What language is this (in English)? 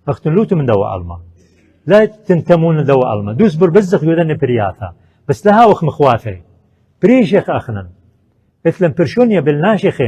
Assyrian Neo-Aramaic